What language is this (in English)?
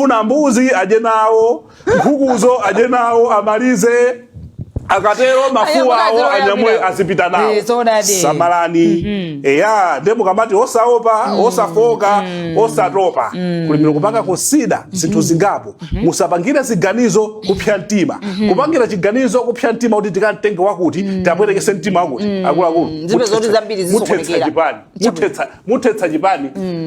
Nyanja